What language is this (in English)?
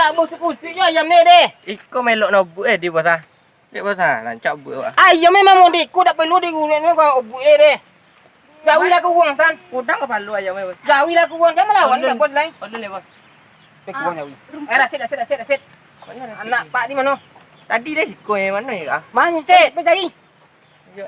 Minangkabau